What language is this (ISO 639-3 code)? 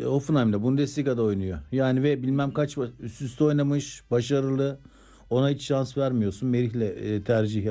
tur